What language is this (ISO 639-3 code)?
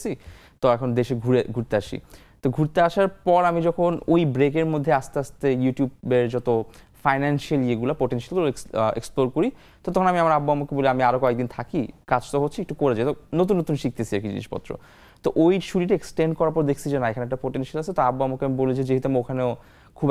ben